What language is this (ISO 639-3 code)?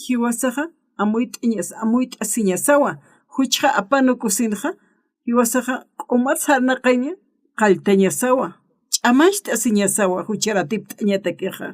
aym